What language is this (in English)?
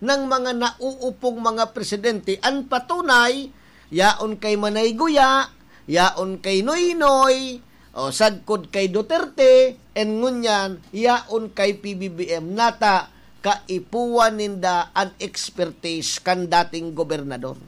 Bikol